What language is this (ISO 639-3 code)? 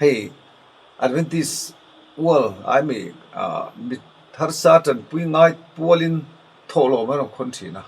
lus